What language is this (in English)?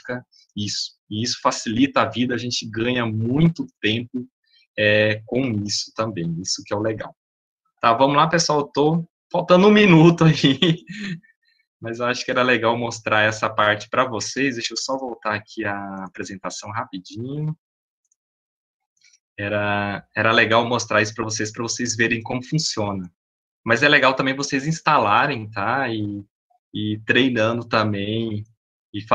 Portuguese